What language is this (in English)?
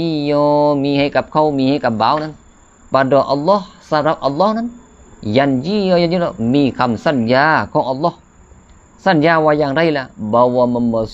Lao